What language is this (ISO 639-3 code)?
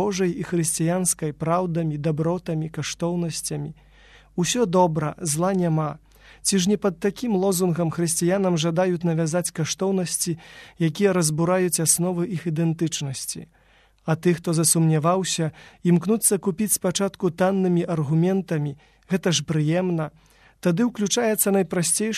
bel